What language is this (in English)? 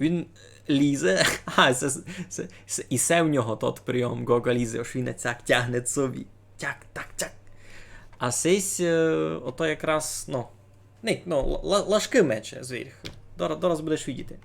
Rusyn